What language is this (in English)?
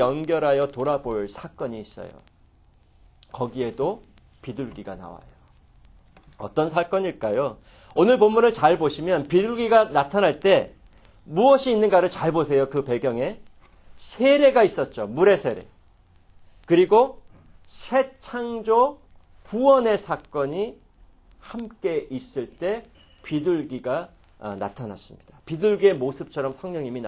Korean